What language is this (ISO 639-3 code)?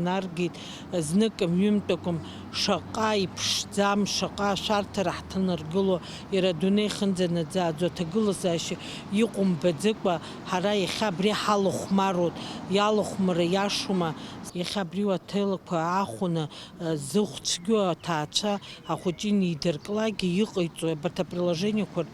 abk